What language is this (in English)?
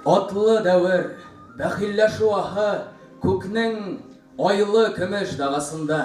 Tatar